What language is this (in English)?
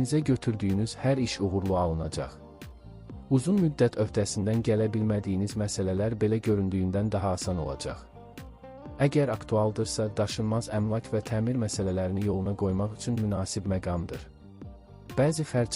Azerbaijani